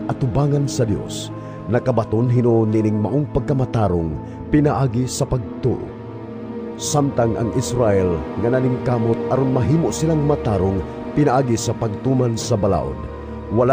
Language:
Cebuano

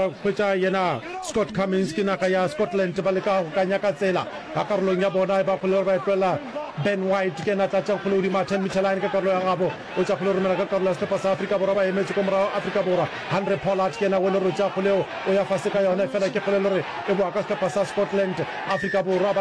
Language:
Northern Sotho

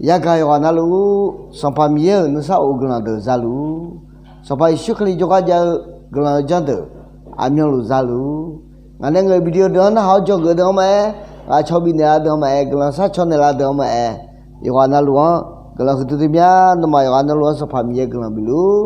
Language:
Akha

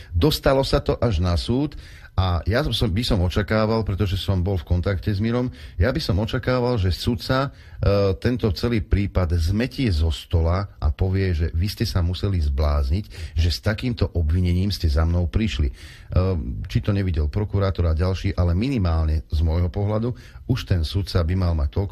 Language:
Slovak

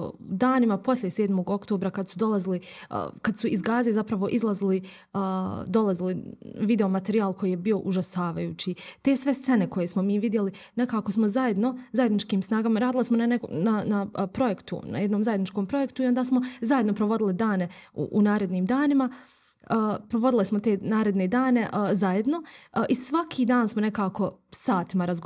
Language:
Bosnian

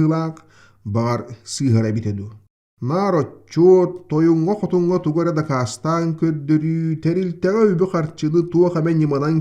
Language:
Yakut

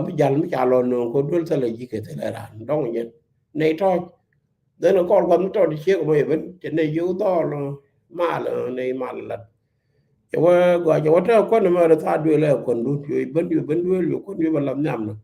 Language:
Nuer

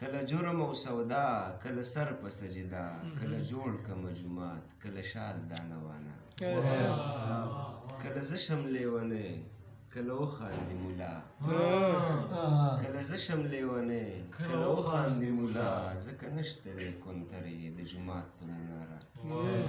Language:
Pashto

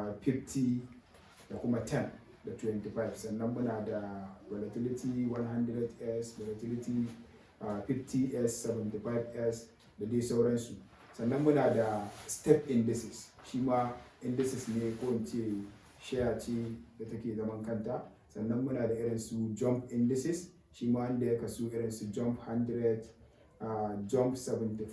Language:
Hausa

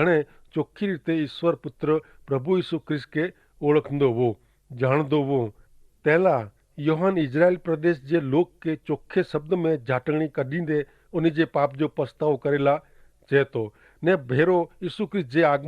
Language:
Kachhi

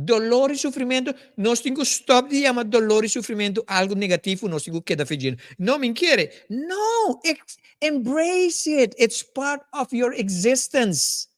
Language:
Papiamento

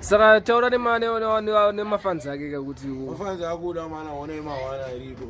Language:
Shona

